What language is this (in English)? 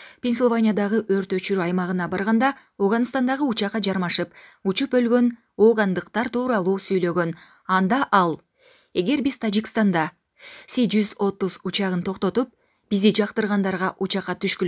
Kyrgyz